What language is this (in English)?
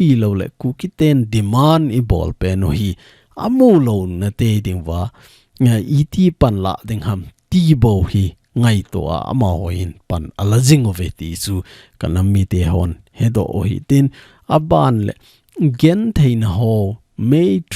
Thado Chin